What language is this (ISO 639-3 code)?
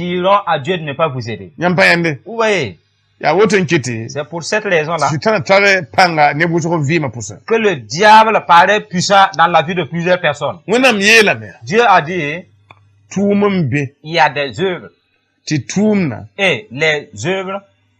mos